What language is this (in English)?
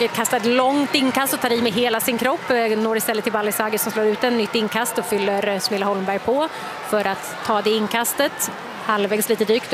Swedish